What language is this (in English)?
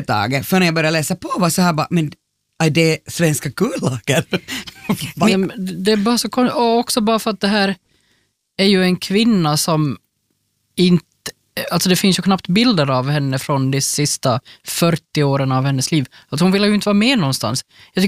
Swedish